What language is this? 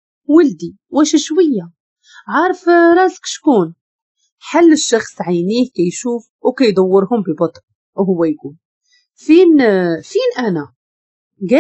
Moroccan Arabic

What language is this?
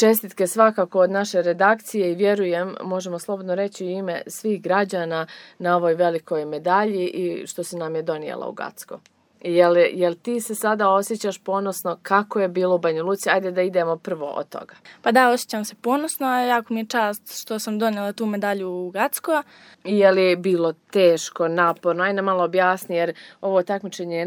Serbian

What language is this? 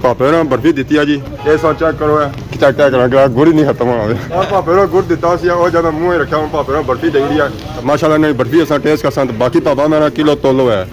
Pahari-Potwari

